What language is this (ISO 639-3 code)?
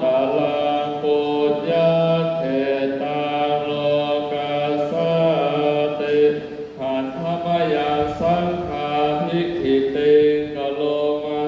pli